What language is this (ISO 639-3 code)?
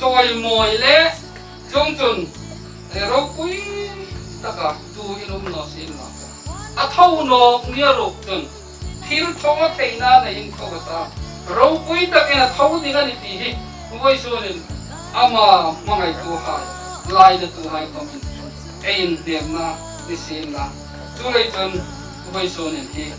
hmr